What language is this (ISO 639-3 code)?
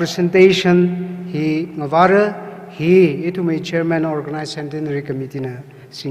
nmf